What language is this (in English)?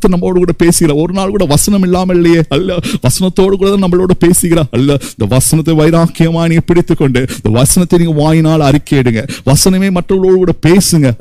Tamil